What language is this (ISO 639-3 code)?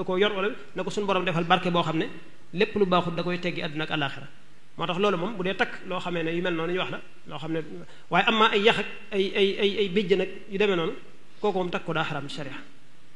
wol